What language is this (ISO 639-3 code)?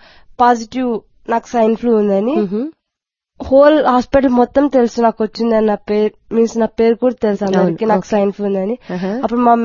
tel